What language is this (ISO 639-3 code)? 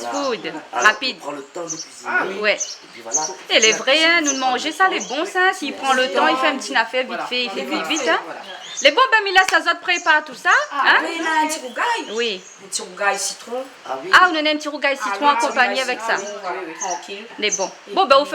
rcf